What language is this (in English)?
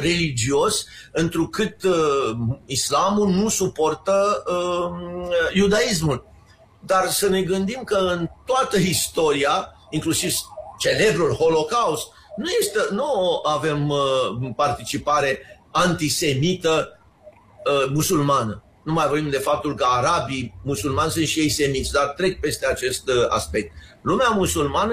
Romanian